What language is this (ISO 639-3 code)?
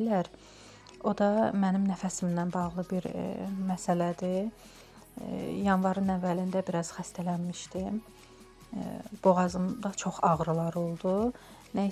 aze